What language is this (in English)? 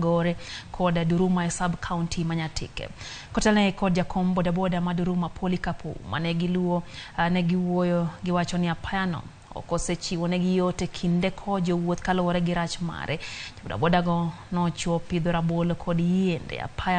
Luo (Kenya and Tanzania)